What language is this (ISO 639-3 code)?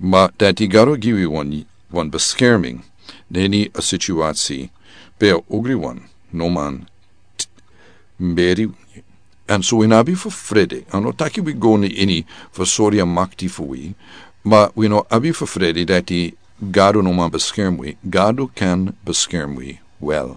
srn